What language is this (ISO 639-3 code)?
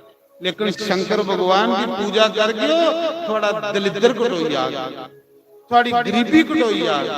doi